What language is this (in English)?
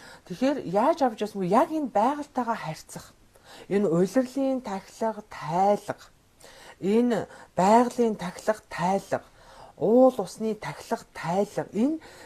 Mongolian